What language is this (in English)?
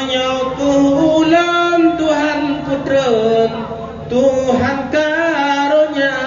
Achinese